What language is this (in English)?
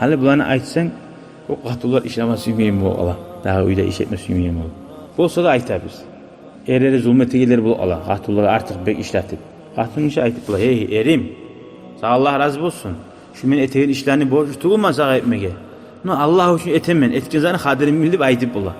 Kumyk